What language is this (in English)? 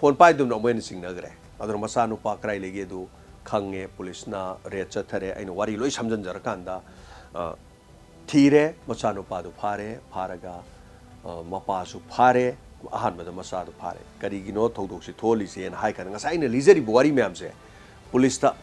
Manipuri